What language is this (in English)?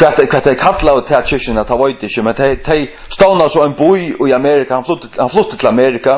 Faroese